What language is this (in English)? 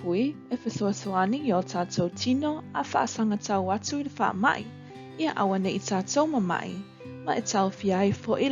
Samoan